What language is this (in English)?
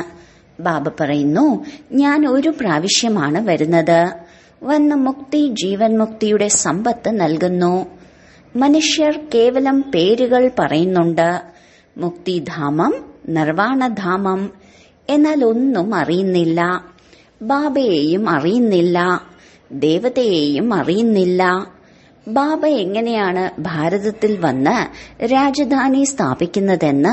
Malayalam